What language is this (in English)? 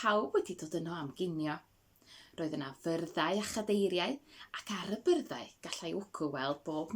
Welsh